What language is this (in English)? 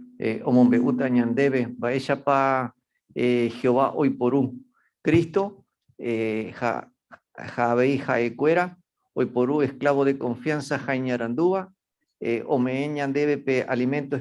Guarani